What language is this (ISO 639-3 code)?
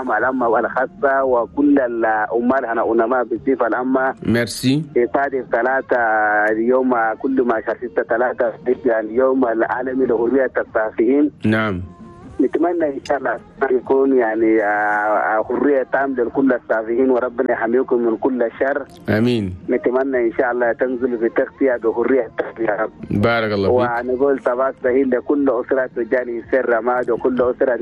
shu